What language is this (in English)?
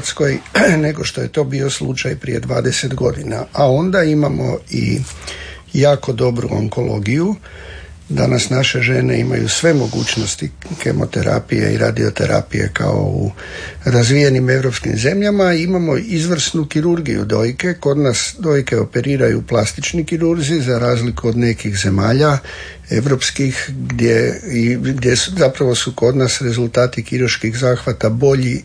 Croatian